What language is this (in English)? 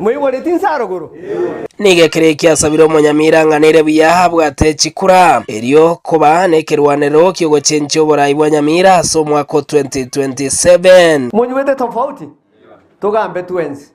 Gusii